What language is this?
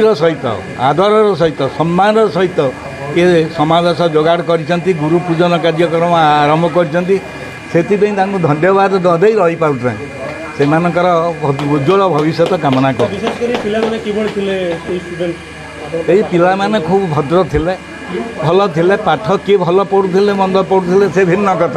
Odia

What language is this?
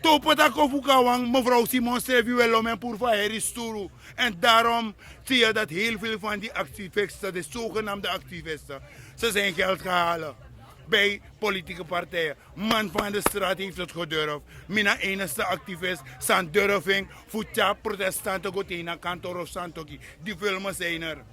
Sranan Tongo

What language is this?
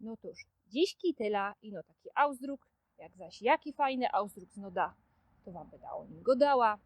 Silesian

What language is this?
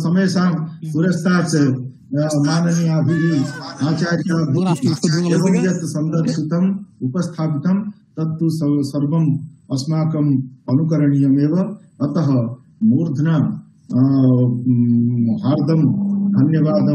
Sanskrit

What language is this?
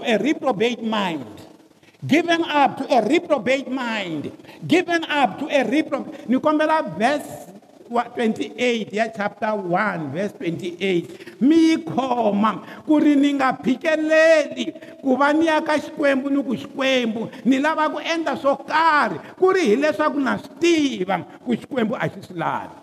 Tsonga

